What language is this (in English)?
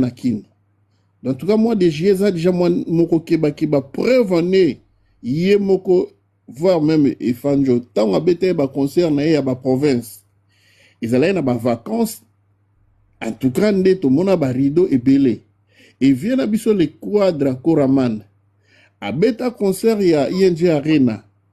Lingala